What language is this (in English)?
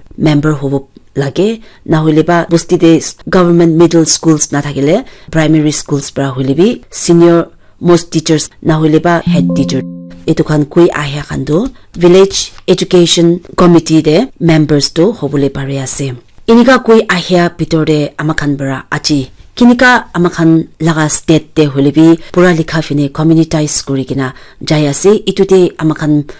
Naga Pidgin